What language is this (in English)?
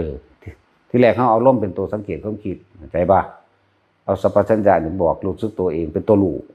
Northeastern Thai